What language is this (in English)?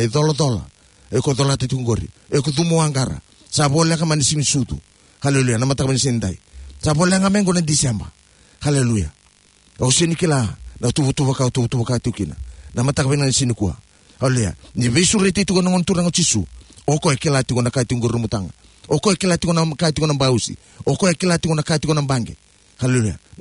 Fijian